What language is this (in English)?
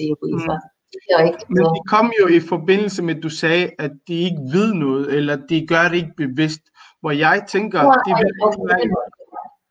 Danish